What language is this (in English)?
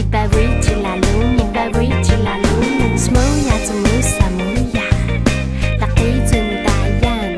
Atayal